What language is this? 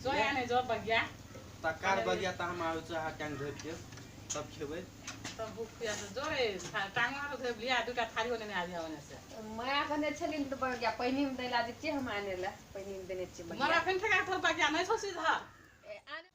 Maithili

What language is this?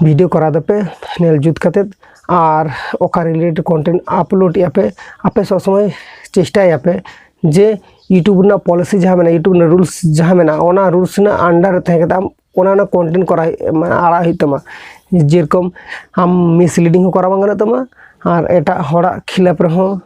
Santali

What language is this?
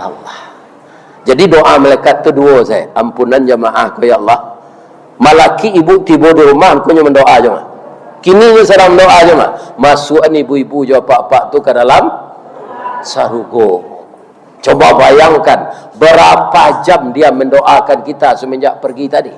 Minangkabau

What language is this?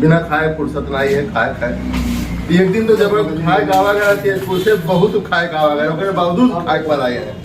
Awadhi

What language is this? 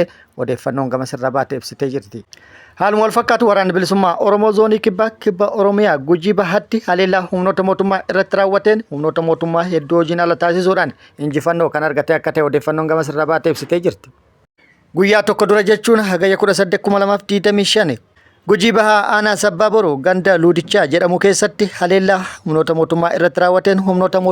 Oromo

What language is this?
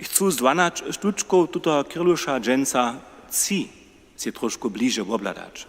Upper Sorbian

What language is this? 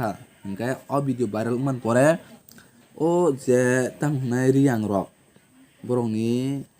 Kok Borok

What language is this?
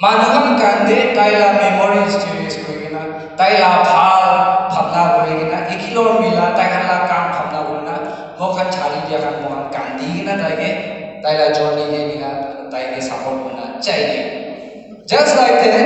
Naga Pidgin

